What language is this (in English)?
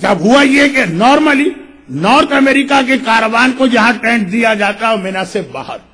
Urdu